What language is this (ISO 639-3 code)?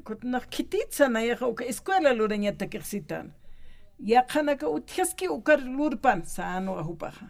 aym